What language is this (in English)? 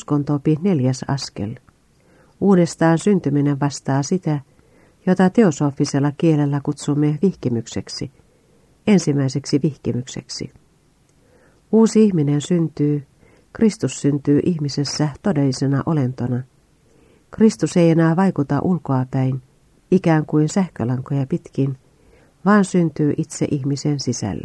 Finnish